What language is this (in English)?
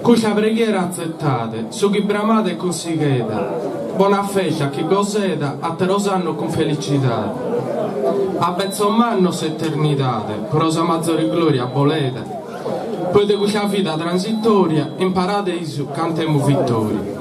Sardinian